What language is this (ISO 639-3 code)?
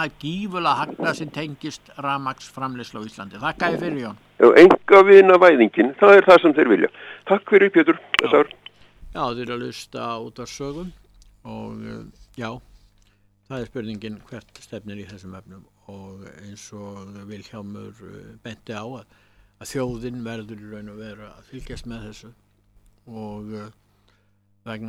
isl